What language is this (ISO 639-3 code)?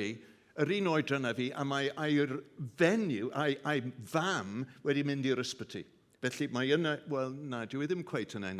cym